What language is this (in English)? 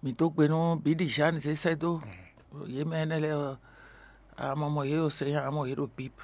Fon